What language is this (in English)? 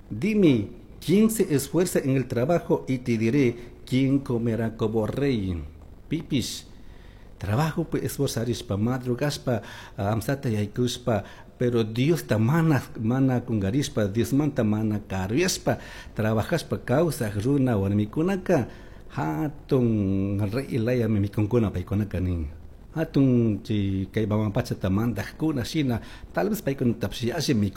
Chimborazo Highland Quichua